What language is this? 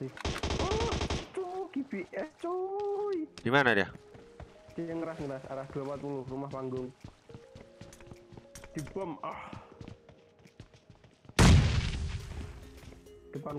Indonesian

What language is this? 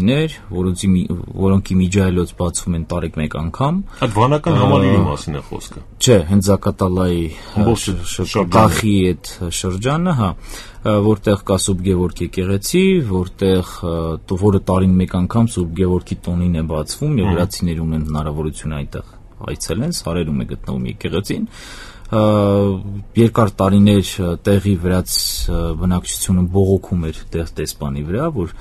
Armenian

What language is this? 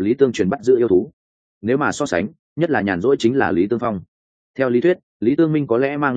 Vietnamese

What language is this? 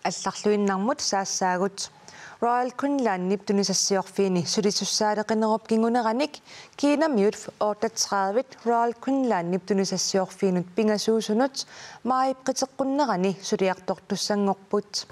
Kalaallisut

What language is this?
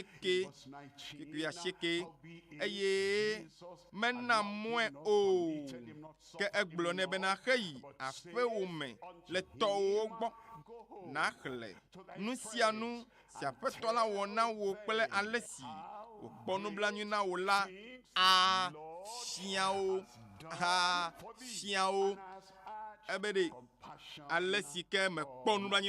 Ewe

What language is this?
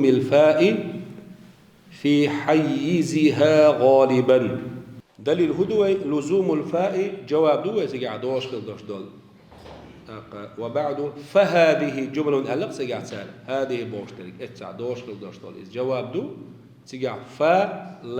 Chechen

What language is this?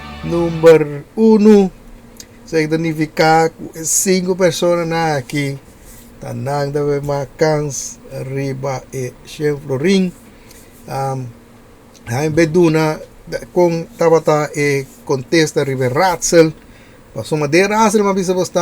Papiamento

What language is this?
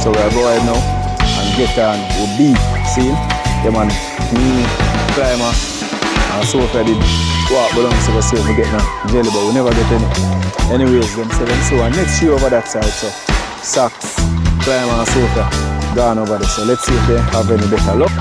Jamaican Creole English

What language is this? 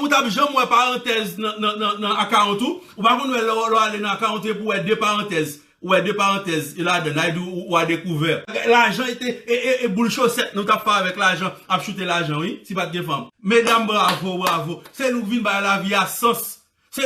Haitian Creole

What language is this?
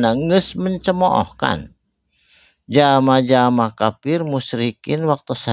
Sundanese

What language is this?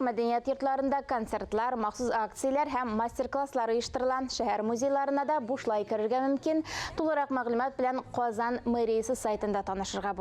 Tatar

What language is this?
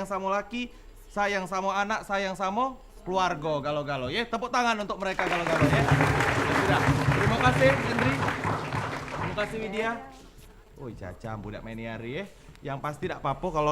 Musi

